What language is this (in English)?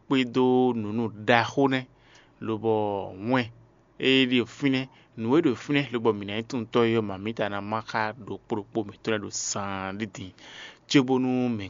Fon